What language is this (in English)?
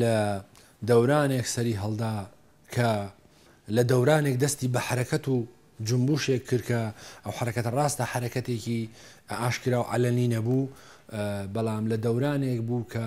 Central Kurdish